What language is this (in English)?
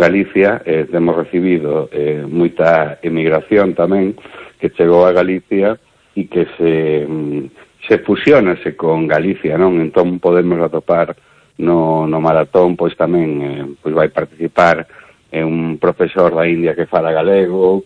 Galician